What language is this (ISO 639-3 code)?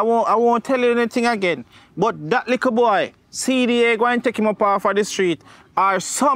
jam